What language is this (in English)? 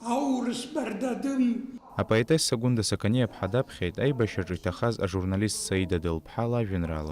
Abkhazian